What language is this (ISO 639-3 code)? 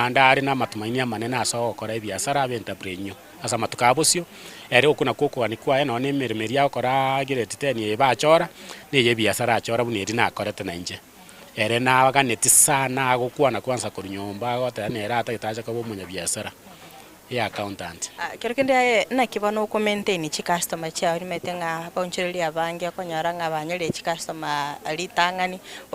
guz